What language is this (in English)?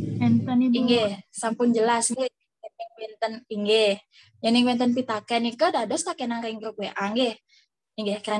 Balinese